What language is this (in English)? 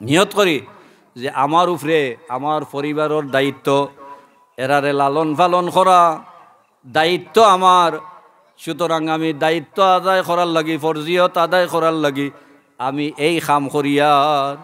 Sylheti